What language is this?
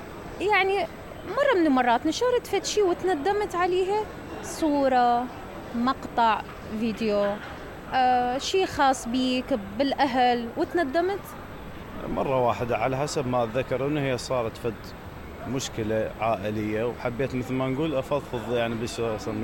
Mesopotamian Arabic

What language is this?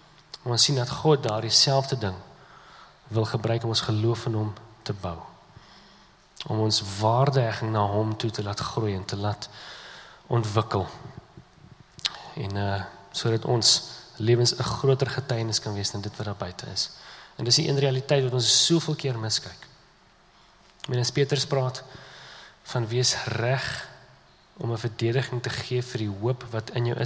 Afrikaans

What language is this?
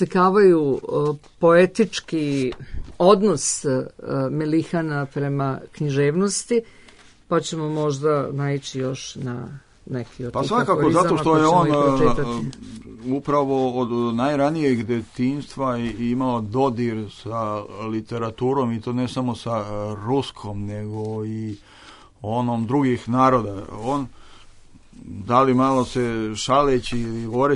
Serbian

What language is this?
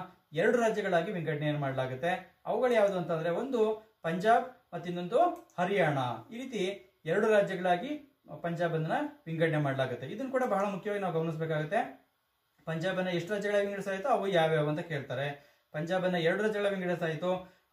Kannada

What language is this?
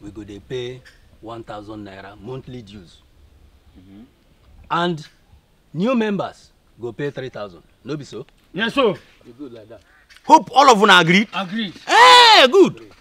Nigerian Pidgin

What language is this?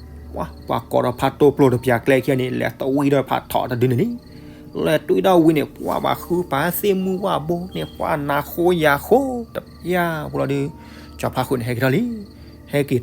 S'gaw Karen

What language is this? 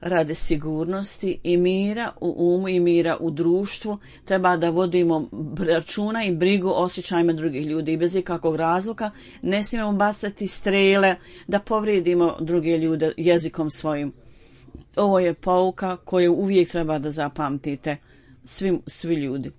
Bosnian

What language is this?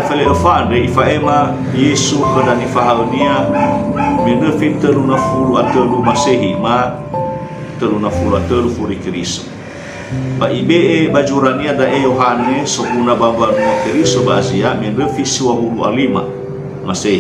Nias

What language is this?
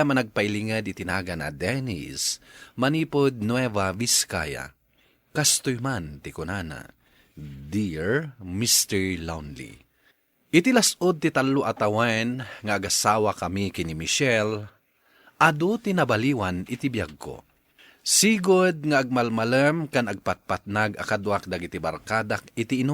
Iloko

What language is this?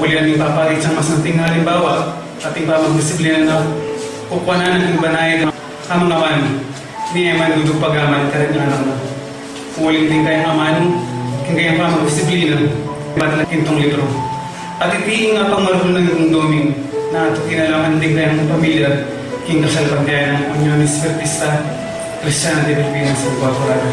Pampanga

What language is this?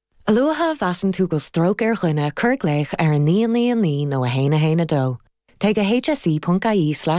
Irish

